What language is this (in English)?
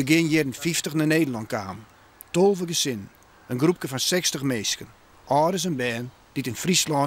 Western Frisian